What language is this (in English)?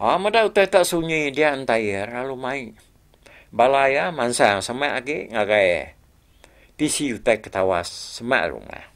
Iban